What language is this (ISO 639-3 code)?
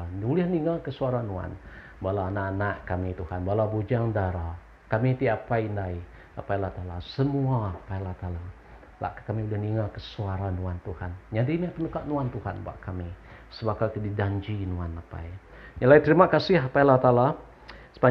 iba